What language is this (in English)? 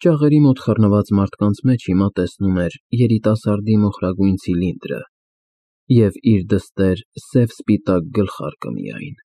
Armenian